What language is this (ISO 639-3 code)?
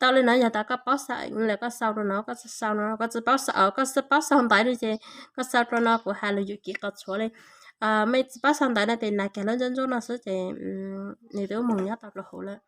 hmn